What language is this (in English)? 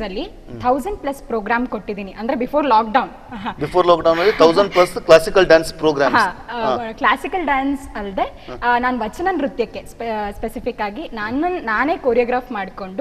Kannada